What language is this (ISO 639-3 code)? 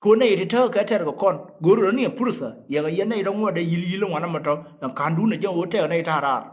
nus